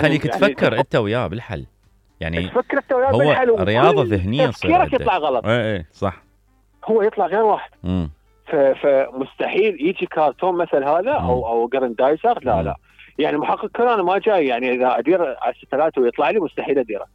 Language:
Mesopotamian Arabic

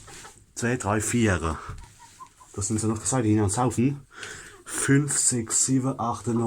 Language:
Palatine German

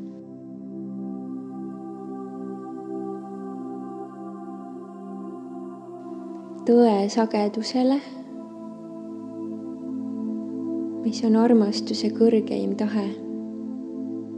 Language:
Estonian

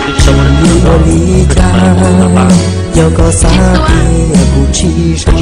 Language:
Hmong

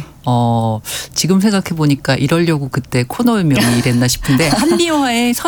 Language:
Korean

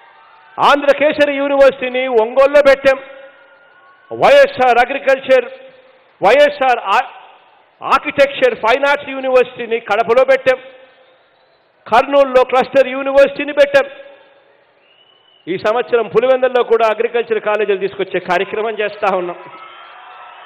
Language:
Telugu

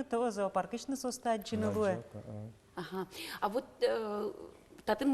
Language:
Udmurt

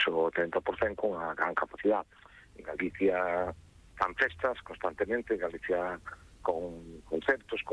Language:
Galician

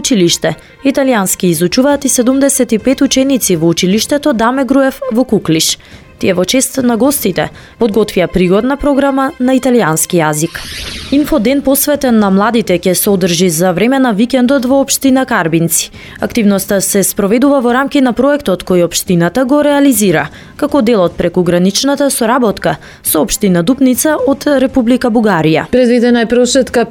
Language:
Macedonian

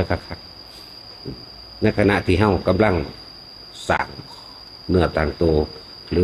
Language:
Northeastern Thai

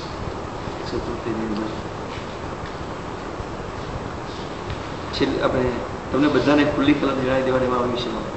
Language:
Gujarati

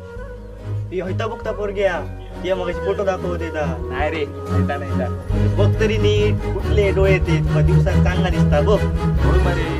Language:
Konkani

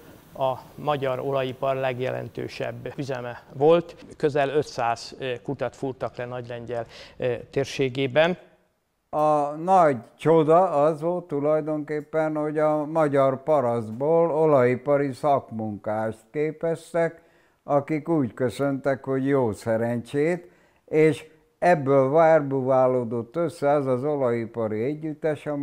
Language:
Hungarian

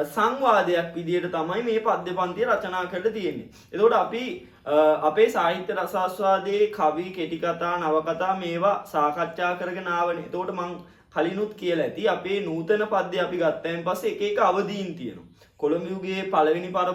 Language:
Sinhala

